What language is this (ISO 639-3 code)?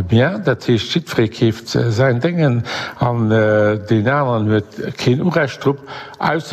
ltz